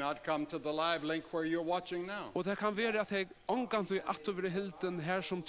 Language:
Faroese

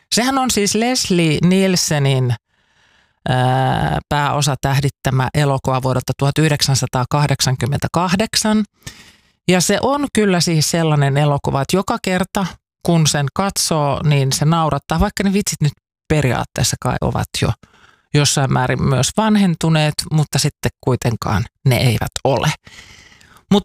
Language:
Finnish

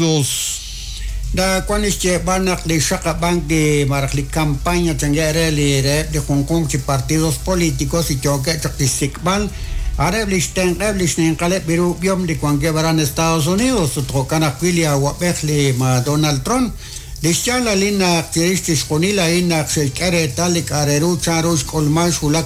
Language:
Kekchí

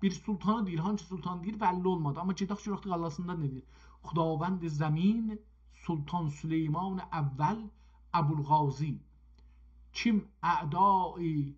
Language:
South Azerbaijani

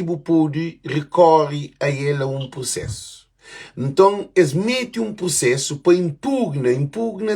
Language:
Kabuverdianu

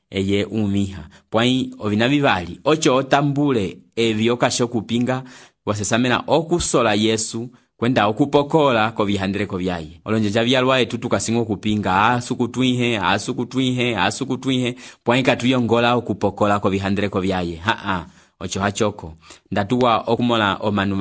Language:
Umbundu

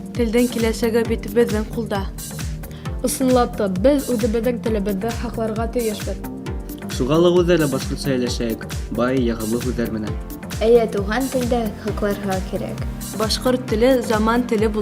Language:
Bashkir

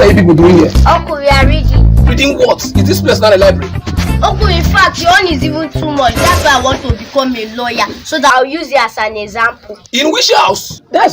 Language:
Nigerian Pidgin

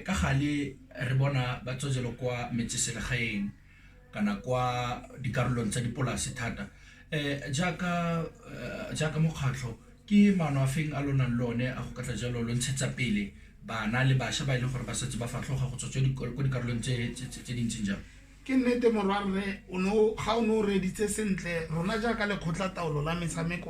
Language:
Tswana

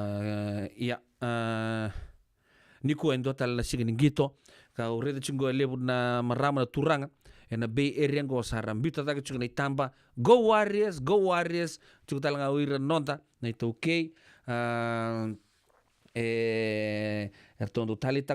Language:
Fijian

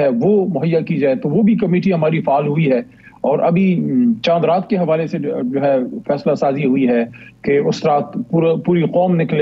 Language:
Urdu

